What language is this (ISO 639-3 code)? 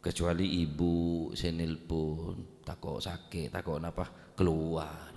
mad